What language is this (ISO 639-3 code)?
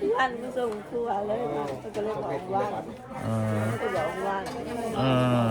tts